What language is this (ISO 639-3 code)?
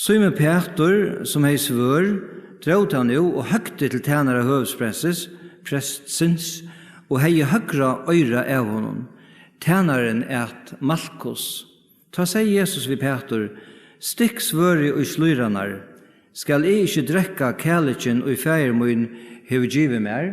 fao